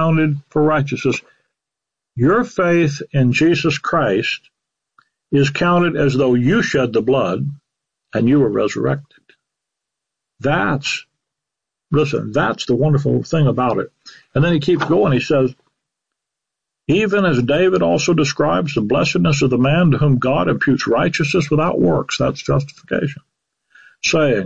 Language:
English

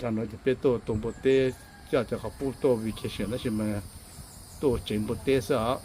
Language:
Hmong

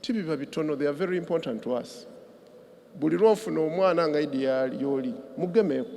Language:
Soga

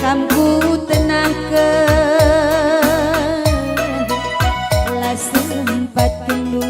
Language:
Batak Karo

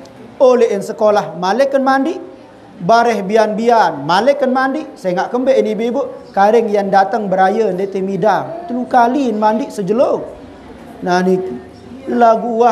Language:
Sasak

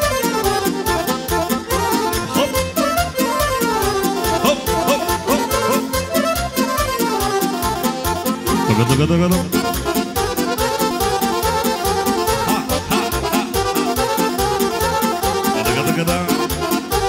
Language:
Romanian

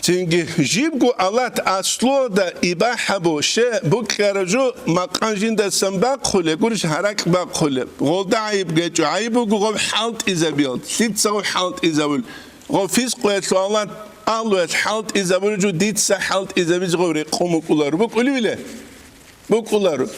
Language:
Avaric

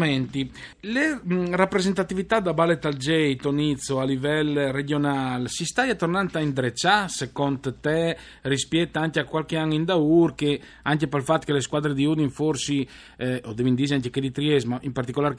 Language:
Friulian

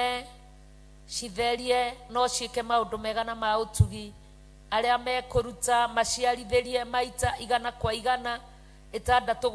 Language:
Kikuyu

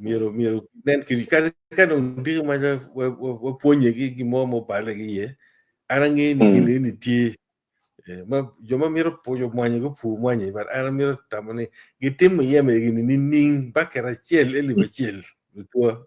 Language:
Acoli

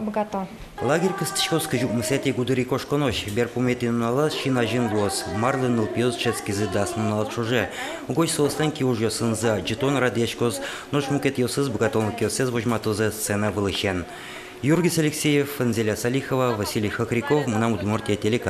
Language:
Udmurt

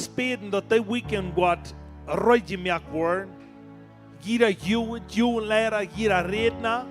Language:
Plautdietsch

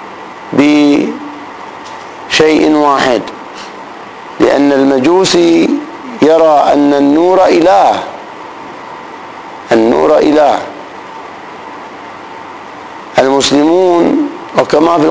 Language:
Arabic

